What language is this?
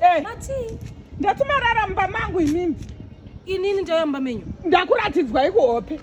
Shona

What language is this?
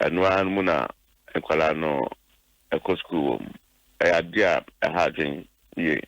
Akan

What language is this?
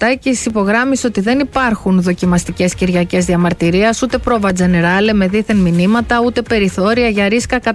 Greek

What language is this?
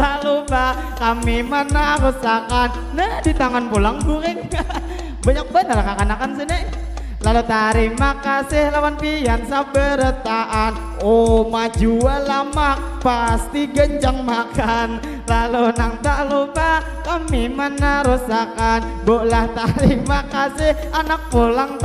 Banjar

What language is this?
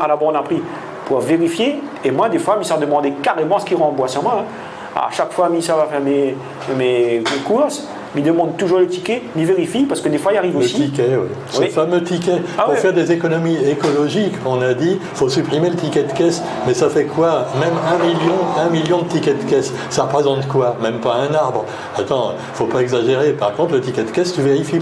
Réunion Creole French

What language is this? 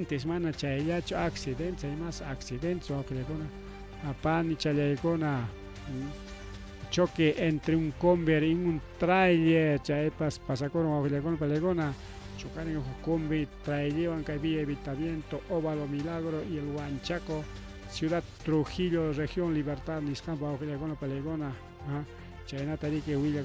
Ayacucho Quechua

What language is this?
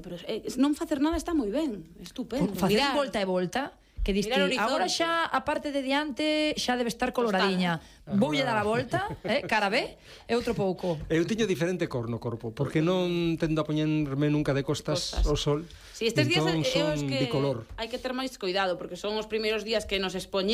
Galician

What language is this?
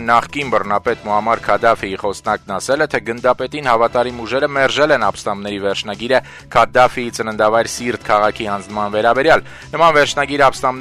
Armenian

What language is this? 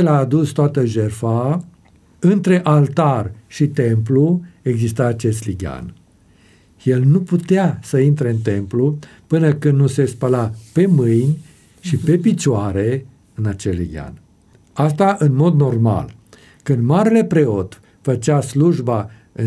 Romanian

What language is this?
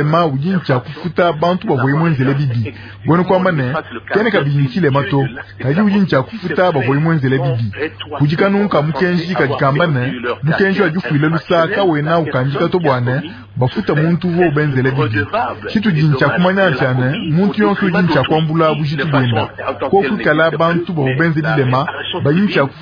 Luba-Lulua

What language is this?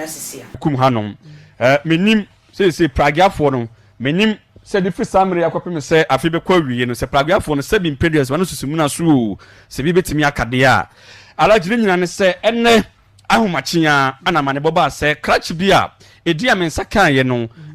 Akan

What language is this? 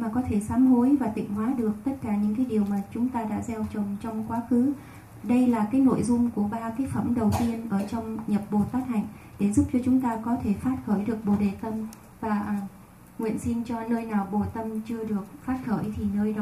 Vietnamese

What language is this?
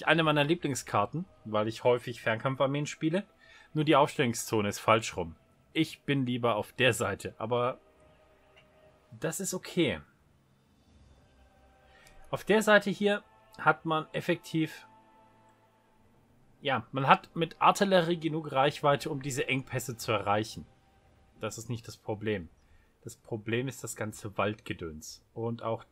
German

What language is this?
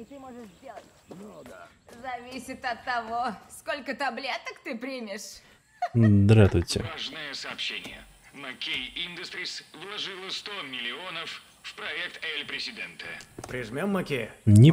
Russian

